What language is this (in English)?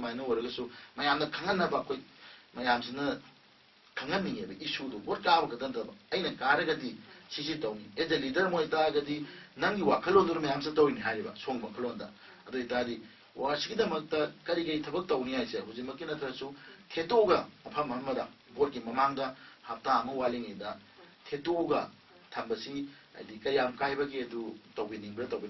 Manipuri